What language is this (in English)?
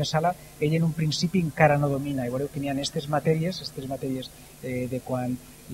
Catalan